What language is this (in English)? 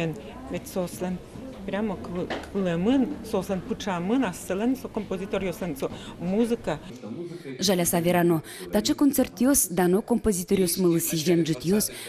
Udmurt